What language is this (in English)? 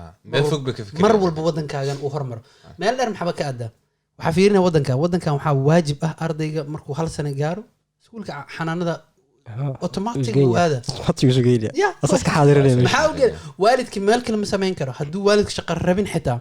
Somali